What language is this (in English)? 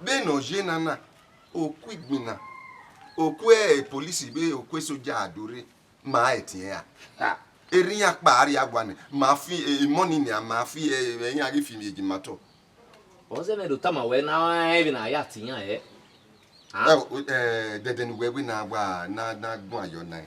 Bini